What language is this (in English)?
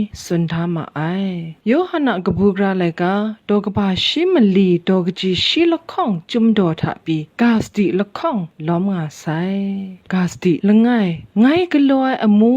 Kachin